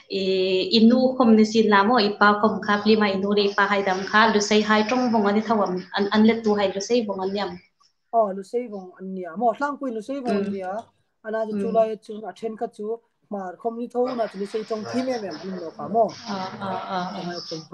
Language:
Hmar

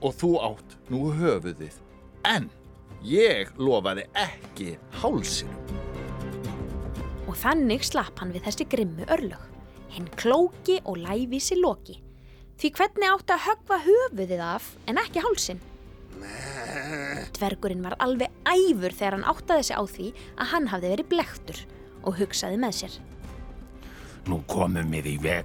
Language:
Icelandic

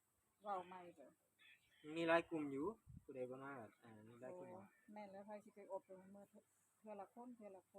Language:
Northeastern Thai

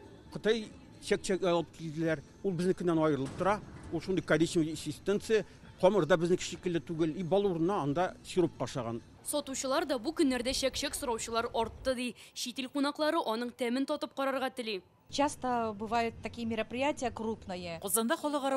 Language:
Tatar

